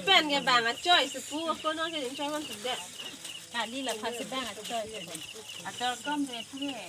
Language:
Karbi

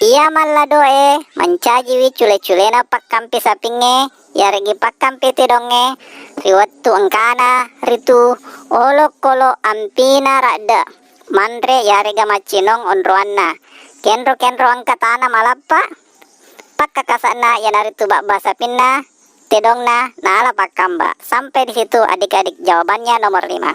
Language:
Buginese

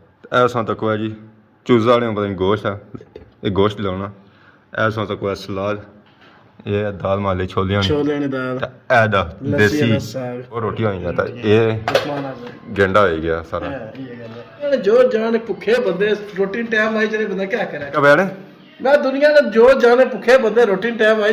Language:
Pahari-Potwari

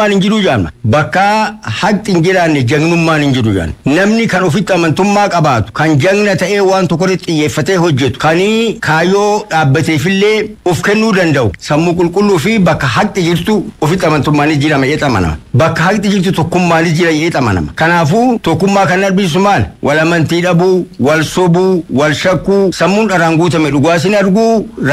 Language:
Oromo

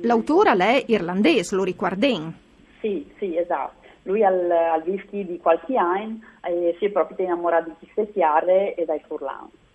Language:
Friulian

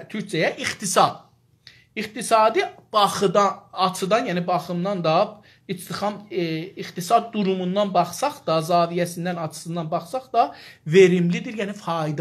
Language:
South Azerbaijani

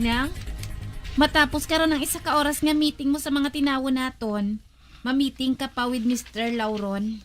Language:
Hiligaynon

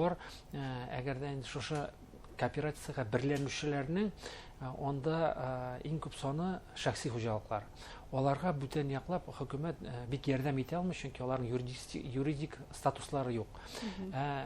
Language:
Bashkir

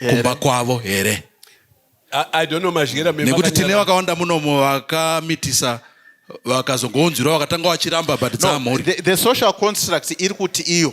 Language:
Shona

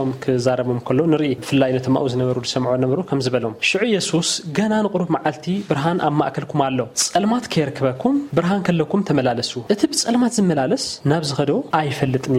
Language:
Tigrinya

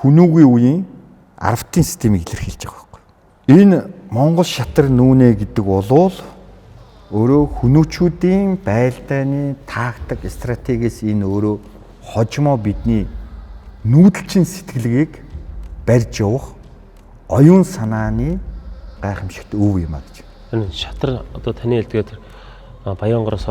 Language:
Mongolian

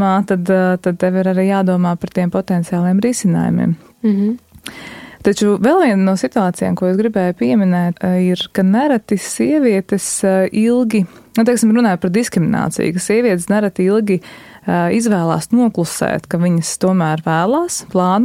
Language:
Latvian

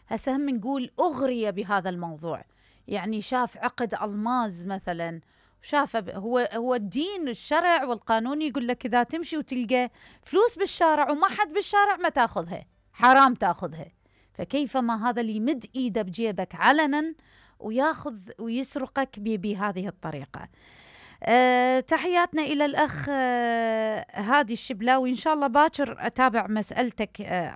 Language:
Mesopotamian Arabic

